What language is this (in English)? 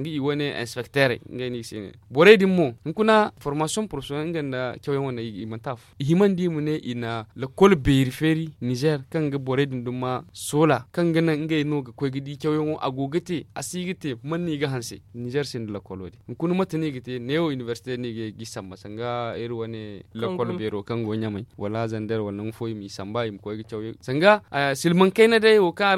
Zarma